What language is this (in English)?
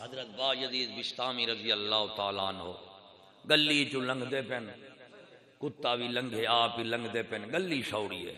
Saraiki